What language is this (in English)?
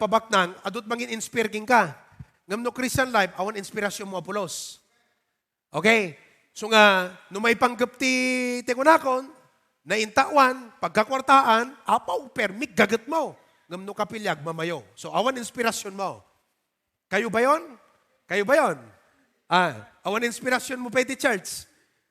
Iloko